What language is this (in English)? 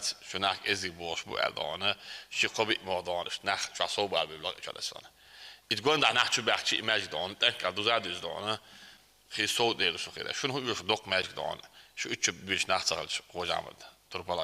Chechen